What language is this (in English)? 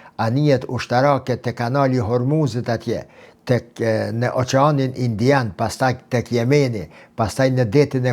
Albanian